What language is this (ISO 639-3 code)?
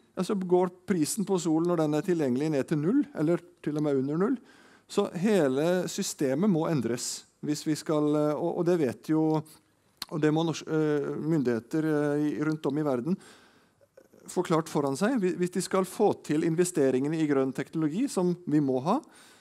nor